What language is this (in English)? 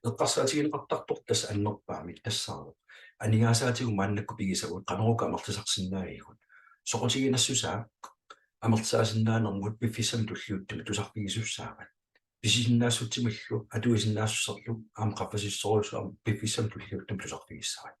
Kalaallisut